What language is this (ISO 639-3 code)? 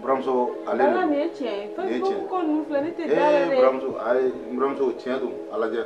bam